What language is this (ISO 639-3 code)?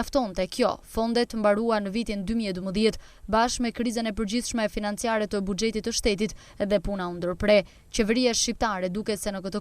sqi